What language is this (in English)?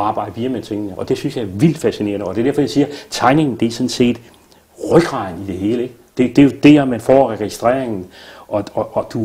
Danish